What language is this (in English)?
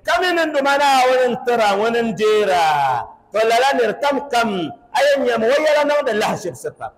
Dagbani